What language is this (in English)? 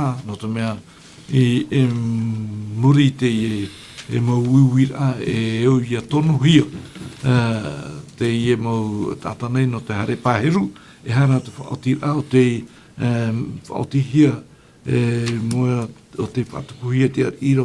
Tahitian